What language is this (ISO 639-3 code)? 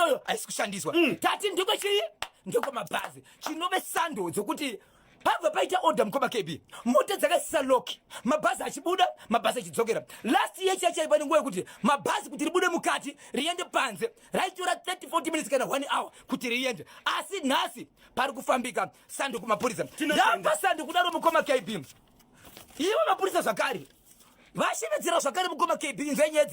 sna